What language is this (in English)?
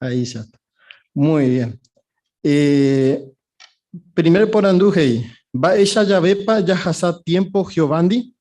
Guarani